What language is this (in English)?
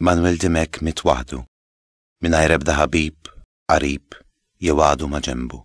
Maltese